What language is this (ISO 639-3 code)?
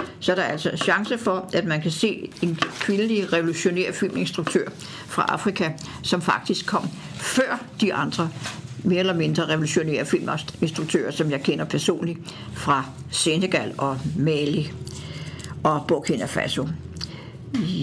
dan